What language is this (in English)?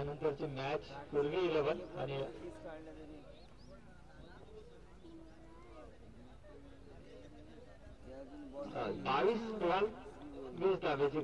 Marathi